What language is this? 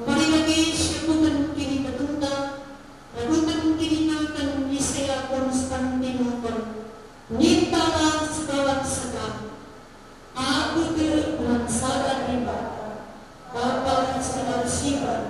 Batak Karo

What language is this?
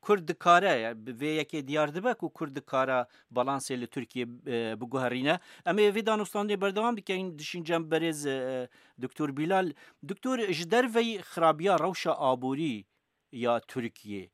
Kurdish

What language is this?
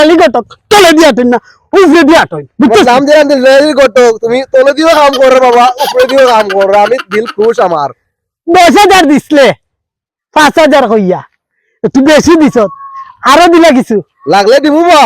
Sylheti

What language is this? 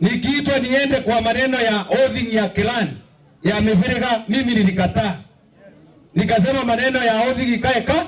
Kamba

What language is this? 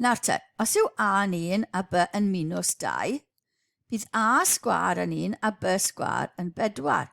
Welsh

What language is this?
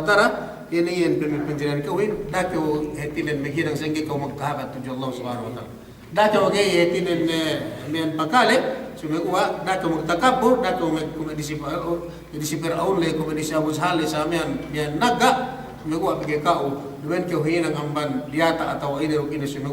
Yakan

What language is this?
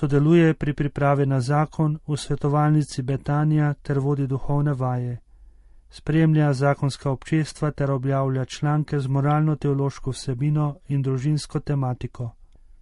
Slovenian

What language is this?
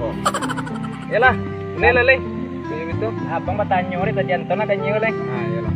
Minangkabau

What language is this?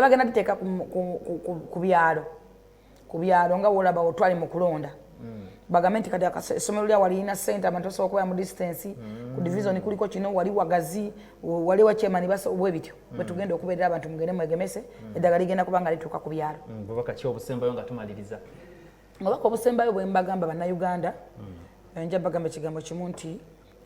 Ganda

